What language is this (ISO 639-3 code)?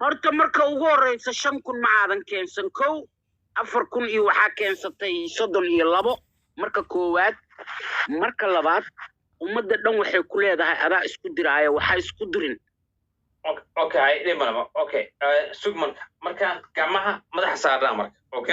som